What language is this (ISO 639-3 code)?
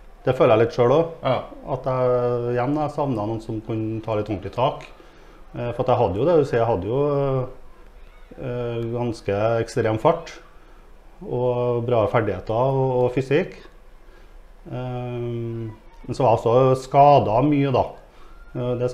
nor